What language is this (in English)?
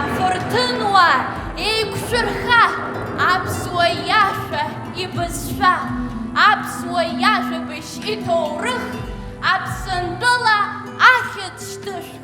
Abkhazian